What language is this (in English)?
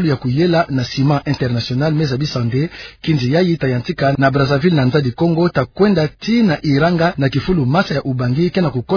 Kituba (Democratic Republic of Congo)